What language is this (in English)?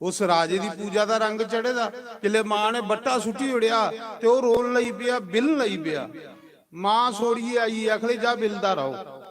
Dogri